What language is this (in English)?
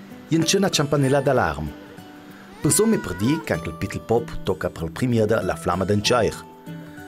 Ladin